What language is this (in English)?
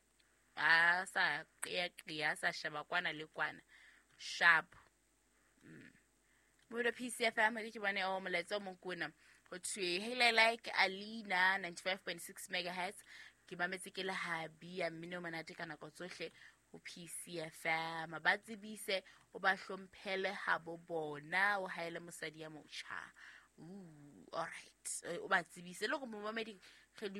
Southern Sotho